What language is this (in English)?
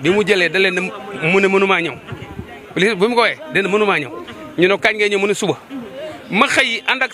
Wolof